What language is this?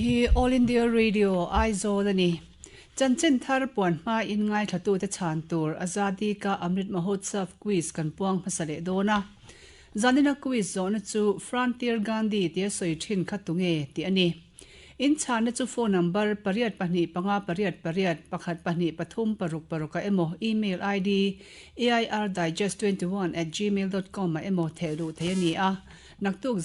Mizo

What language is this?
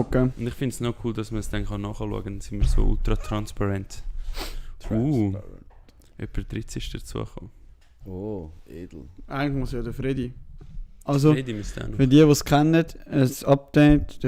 Swiss German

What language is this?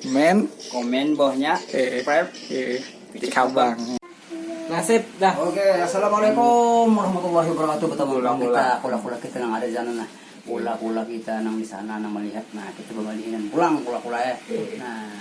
Banjar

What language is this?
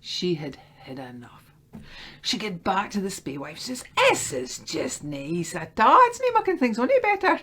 Scots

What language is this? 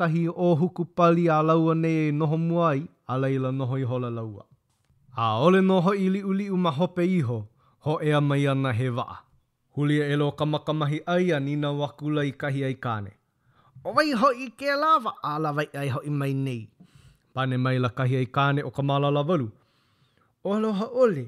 Hawaiian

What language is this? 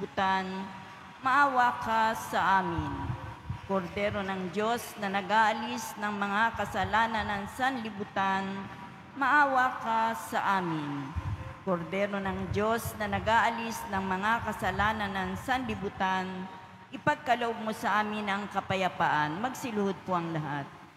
Filipino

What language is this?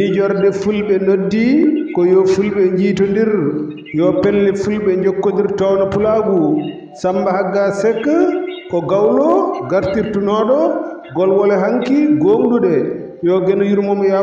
Fula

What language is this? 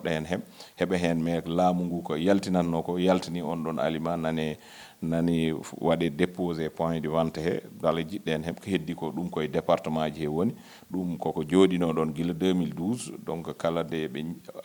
Fula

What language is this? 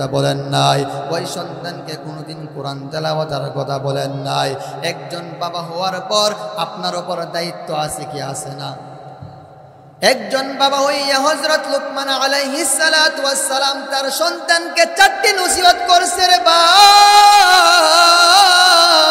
Bangla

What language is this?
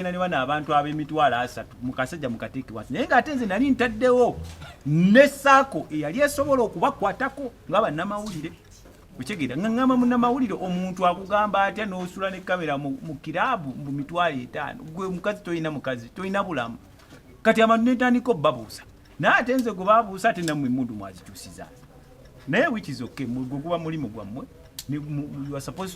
Ganda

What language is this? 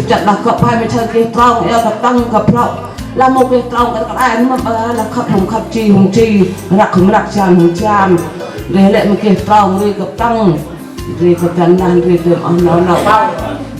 Central Mnong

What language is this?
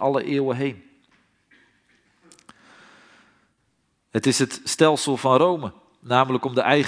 Dutch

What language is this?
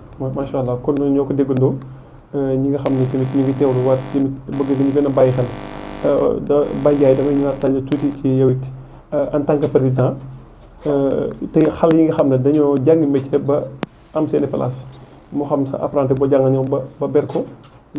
Wolof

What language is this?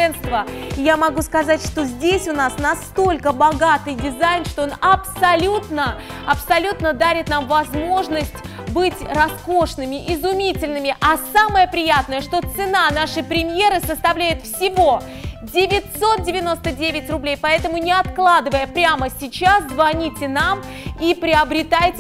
Russian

